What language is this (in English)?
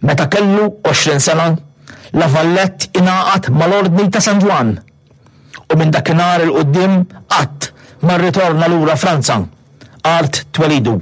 Maltese